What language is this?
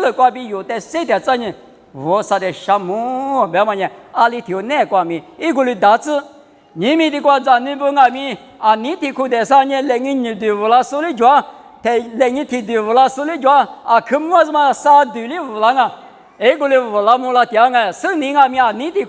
Lisu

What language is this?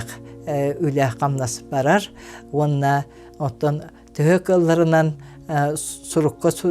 Yakut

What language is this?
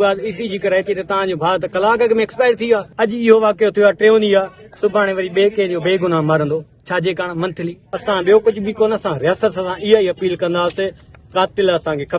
Sindhi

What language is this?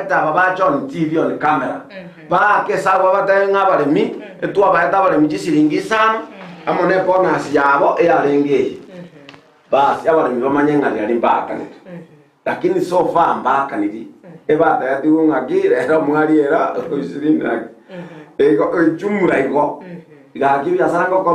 Gusii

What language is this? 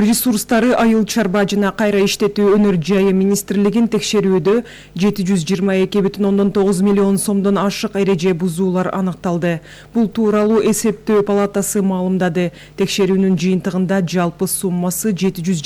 Kyrgyz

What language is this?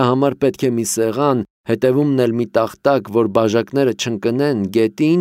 Armenian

